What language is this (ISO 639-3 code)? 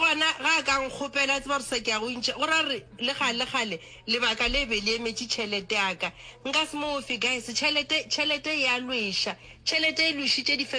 nso